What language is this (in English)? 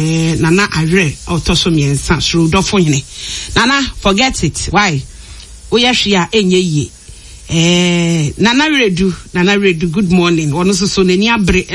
Akan